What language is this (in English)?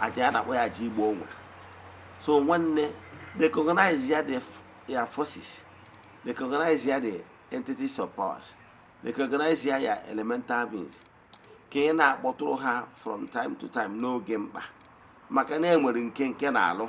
Igbo